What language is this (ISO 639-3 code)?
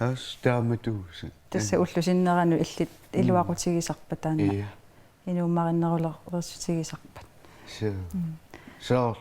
kal